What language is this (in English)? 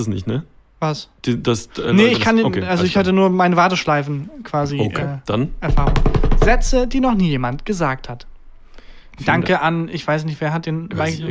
German